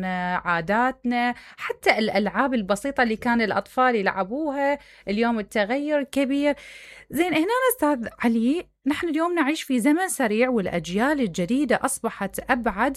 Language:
Mesopotamian Arabic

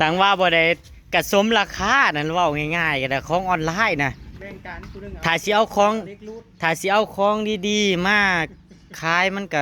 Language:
Northeastern Thai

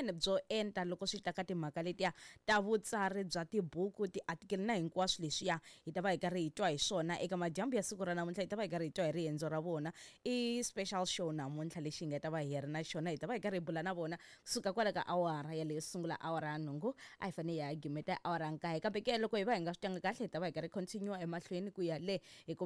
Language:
Tsonga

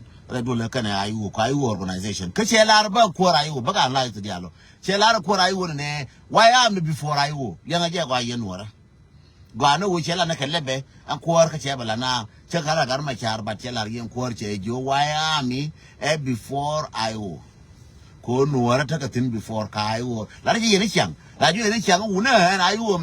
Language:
Nuer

